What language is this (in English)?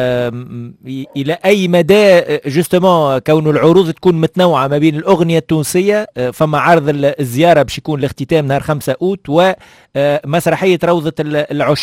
Tunisian Arabic